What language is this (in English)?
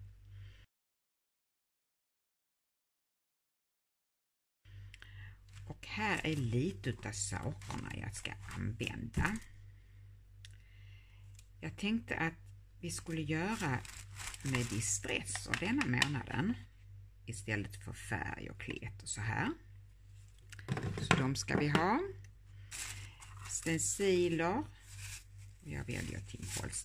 Swedish